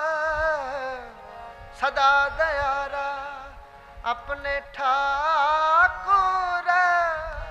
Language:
Punjabi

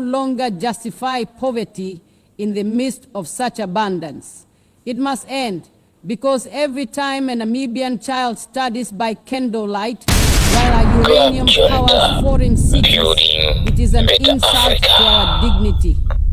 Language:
English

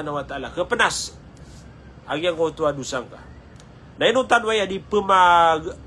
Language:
Maranao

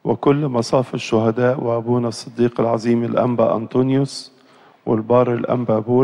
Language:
Arabic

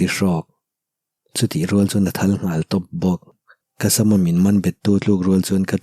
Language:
Mizo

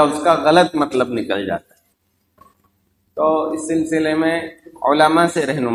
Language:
Urdu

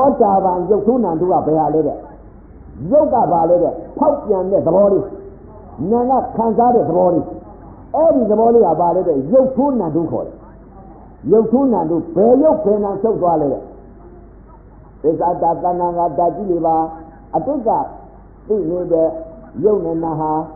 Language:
Burmese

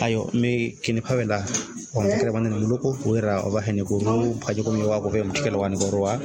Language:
Makhuwa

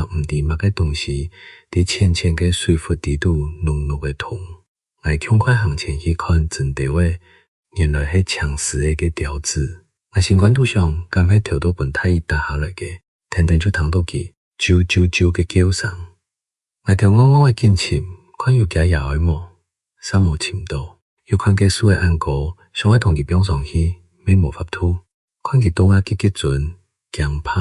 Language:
Hakka Chinese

